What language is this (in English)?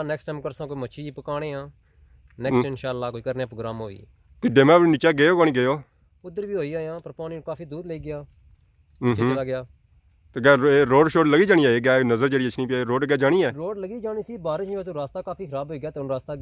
Pahari-Potwari